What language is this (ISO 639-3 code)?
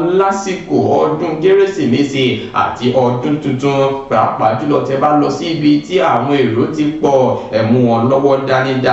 yor